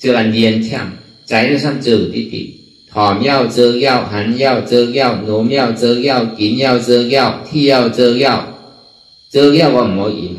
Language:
Shan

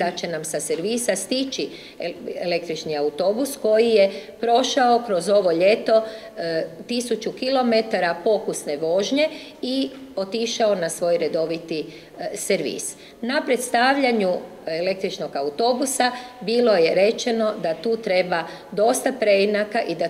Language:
Croatian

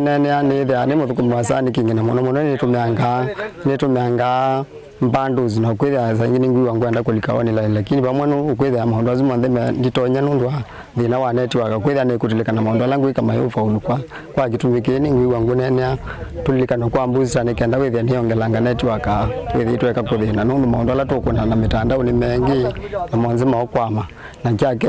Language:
Kamba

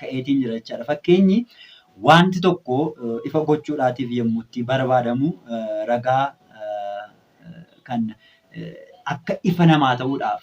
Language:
Oromo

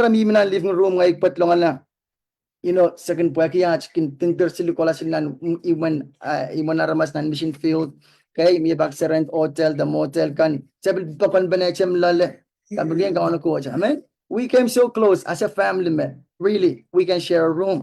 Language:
Pohnpeian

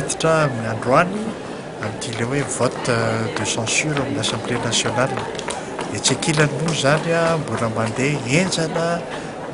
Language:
Malagasy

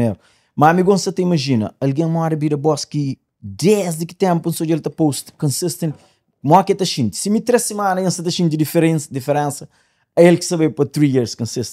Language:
Kabuverdianu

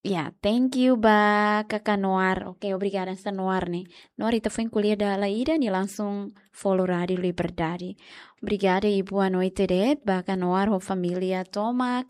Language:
Tetum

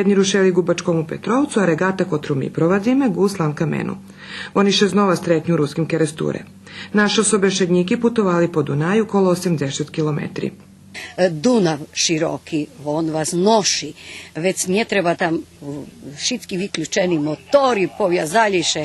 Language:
Rusyn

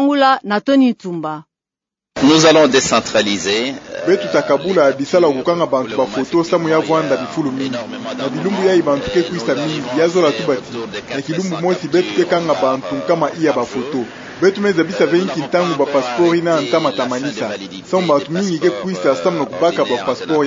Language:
Kituba (Democratic Republic of Congo)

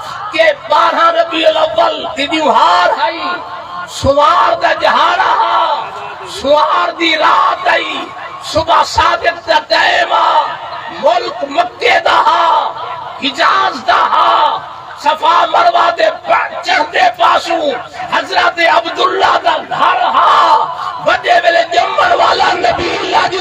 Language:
Saraiki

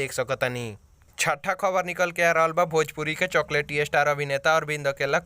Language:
Bhojpuri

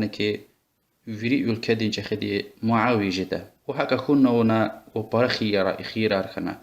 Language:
Lezghian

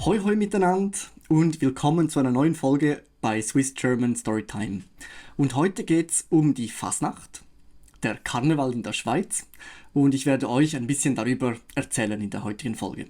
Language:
Swiss German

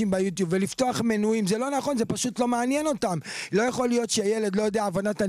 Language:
Hebrew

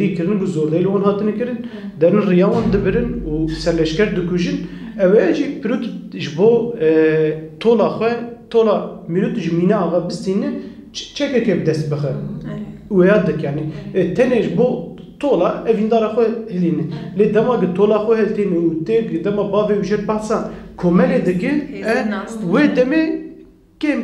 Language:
Kurdish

